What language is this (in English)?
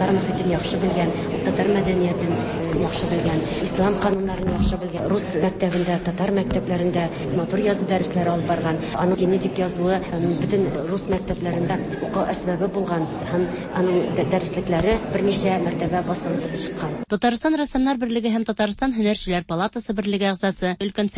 Tatar